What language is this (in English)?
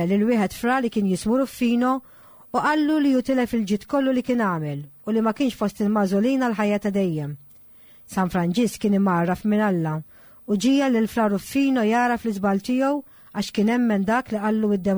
Maltese